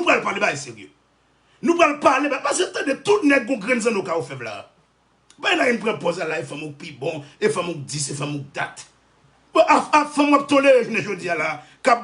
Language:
Haitian Creole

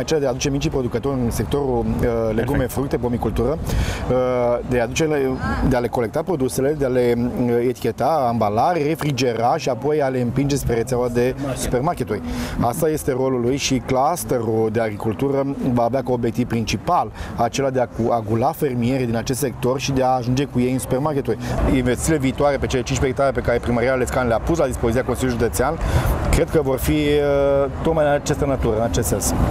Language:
Romanian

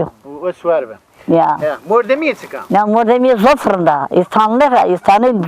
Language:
Zaza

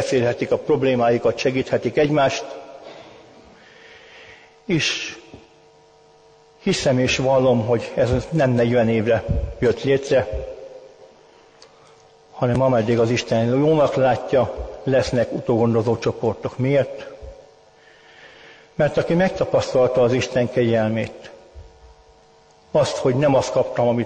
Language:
Hungarian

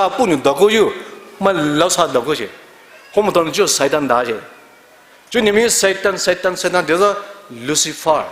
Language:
Poumei Naga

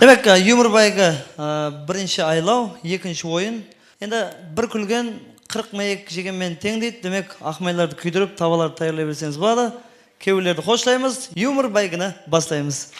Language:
Kara-Kalpak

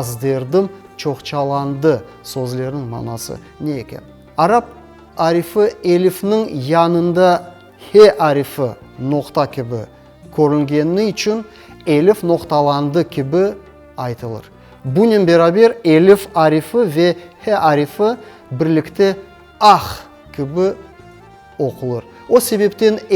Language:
Crimean Tatar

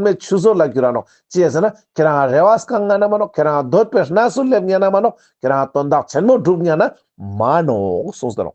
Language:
Ladakhi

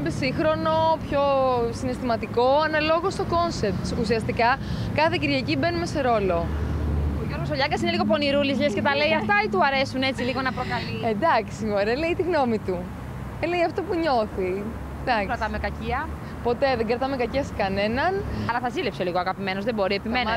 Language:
Greek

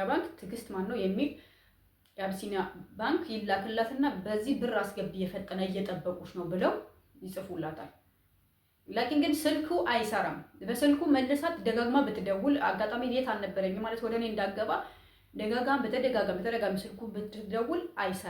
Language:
Amharic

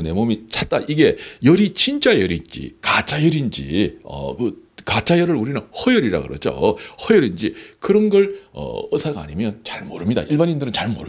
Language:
Korean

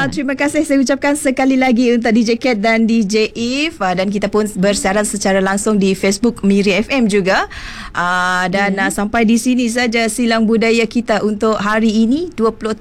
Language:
Malay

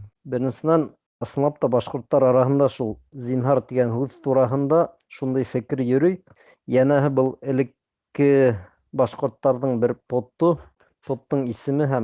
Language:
Bashkir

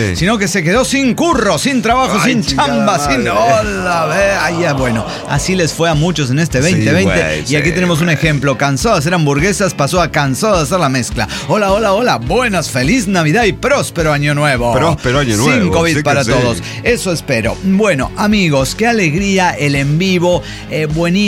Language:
Spanish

